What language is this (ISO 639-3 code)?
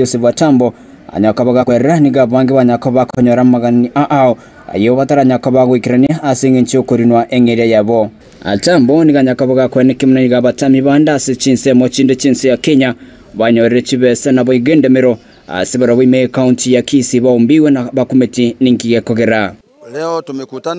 guz